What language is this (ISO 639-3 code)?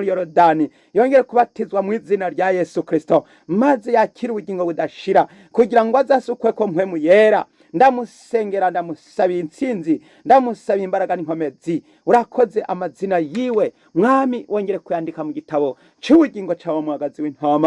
run